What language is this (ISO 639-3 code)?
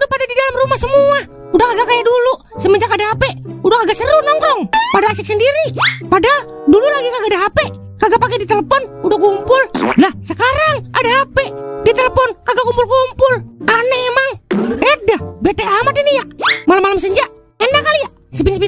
bew